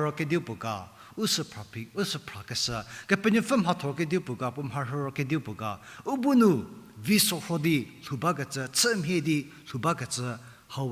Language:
Angami Naga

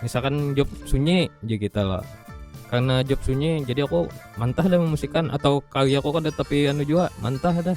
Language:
Banjar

